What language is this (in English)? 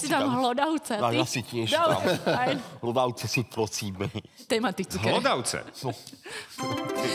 Slovak